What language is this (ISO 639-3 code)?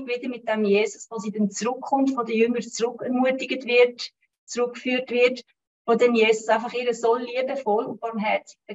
gsw